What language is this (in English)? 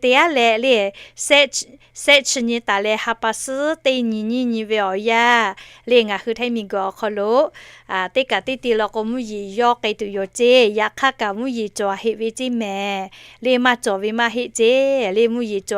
Lahu